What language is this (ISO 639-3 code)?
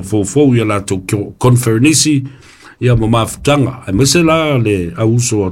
smo